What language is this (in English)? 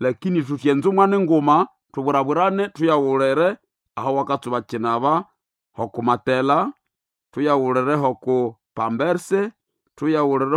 Nande